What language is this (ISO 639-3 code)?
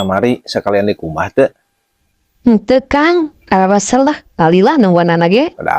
sun